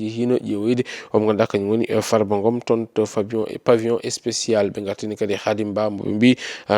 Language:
Fula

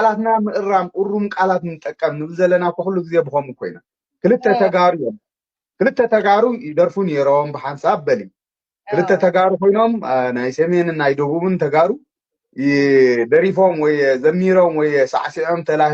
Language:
Tigrinya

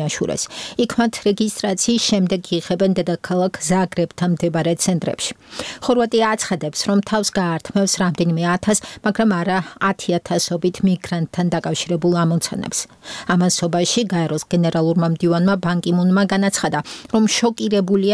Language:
Georgian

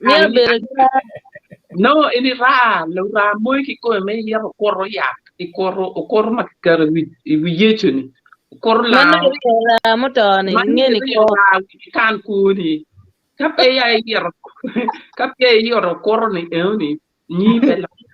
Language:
Acoli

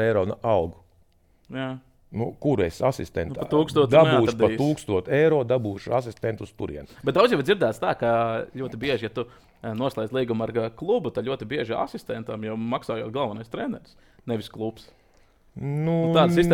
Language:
Latvian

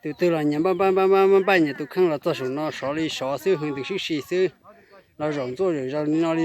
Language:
Hmong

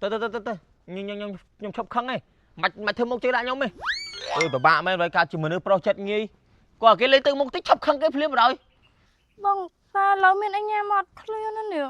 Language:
Khmer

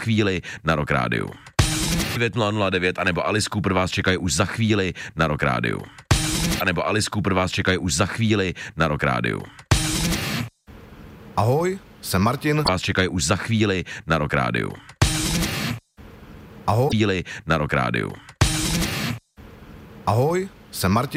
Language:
Czech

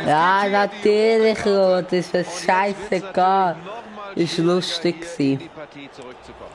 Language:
Swiss German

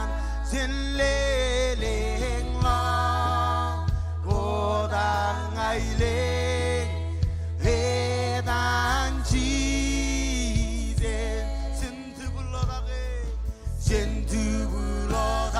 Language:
Marshallese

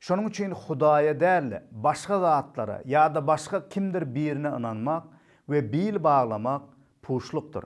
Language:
Turkmen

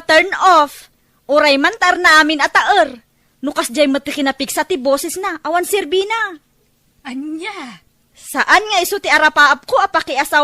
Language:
Iloko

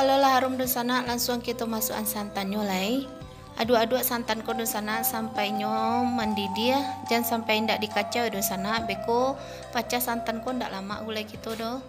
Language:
Minangkabau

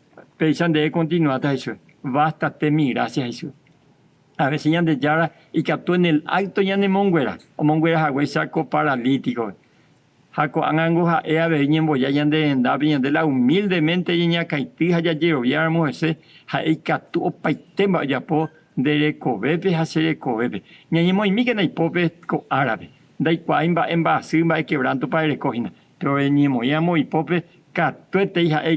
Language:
Guarani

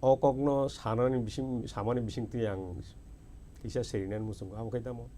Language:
Kok Borok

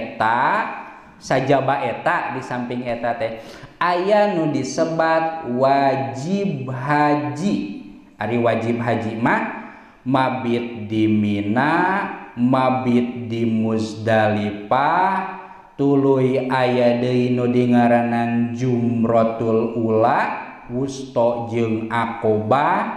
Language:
Sundanese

